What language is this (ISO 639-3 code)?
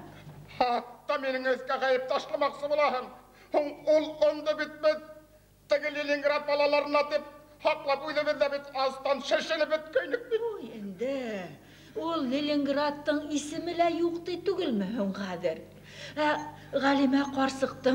bak